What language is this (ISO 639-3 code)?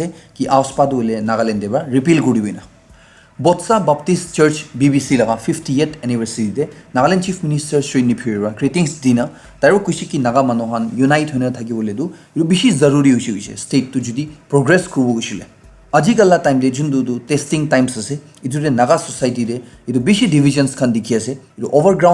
nag